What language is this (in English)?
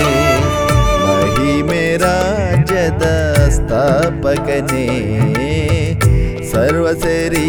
Kannada